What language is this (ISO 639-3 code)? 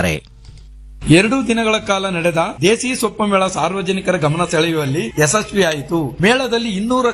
kan